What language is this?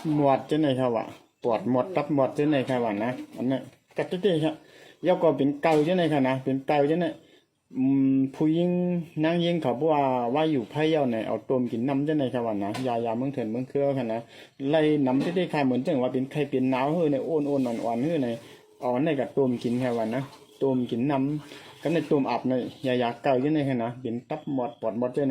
Shan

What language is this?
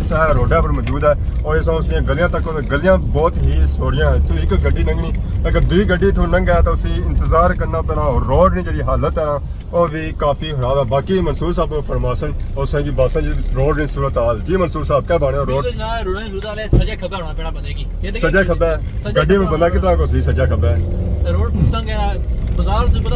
Pahari-Potwari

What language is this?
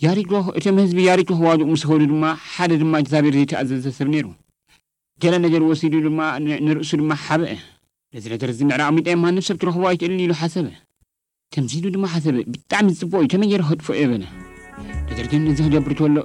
Tigrinya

